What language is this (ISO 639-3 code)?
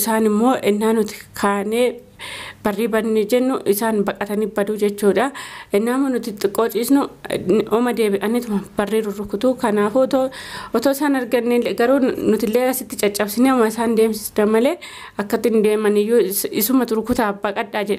orm